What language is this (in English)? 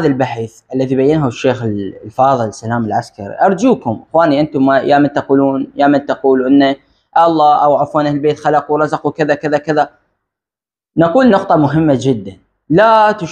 Mesopotamian Arabic